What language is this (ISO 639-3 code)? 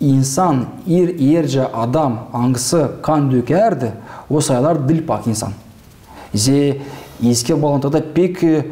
gag